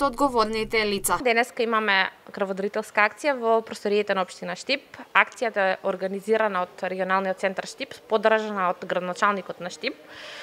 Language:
Macedonian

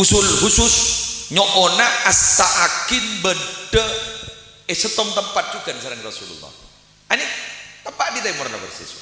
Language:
Madurese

